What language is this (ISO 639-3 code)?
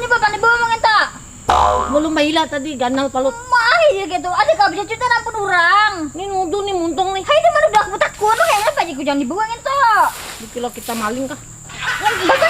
bjn